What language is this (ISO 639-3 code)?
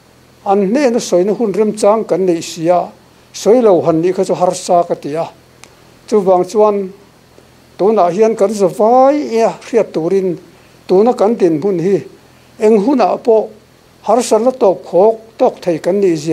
lus